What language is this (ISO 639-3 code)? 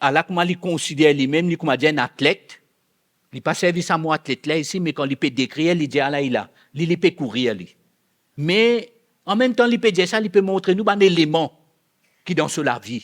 mfe